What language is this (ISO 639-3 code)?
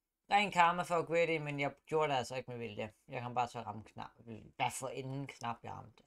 dan